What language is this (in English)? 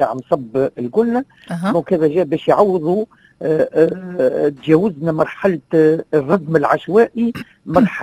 Tunisian Arabic